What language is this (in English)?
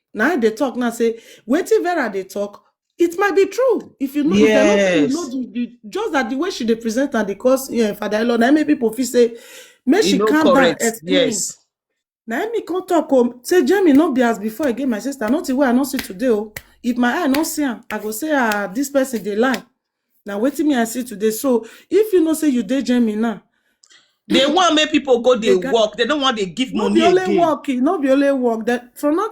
Nigerian Pidgin